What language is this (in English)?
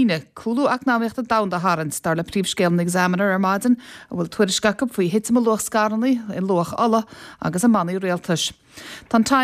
Irish